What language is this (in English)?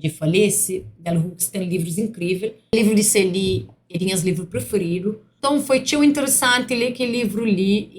Kabuverdianu